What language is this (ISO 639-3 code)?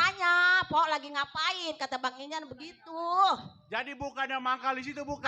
bew